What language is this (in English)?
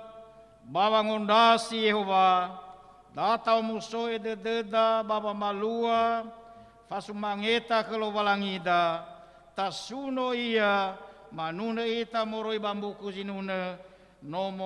Nias